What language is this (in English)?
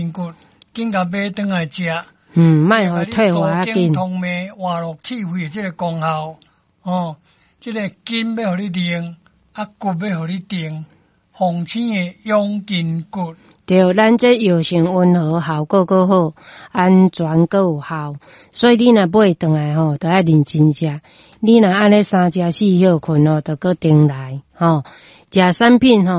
Min Nan Chinese